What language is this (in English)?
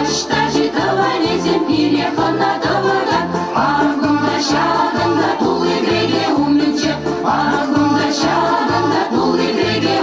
Chuvash